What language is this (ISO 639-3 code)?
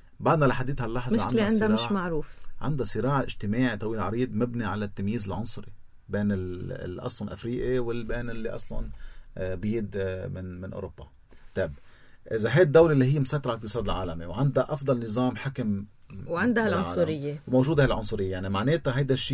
apc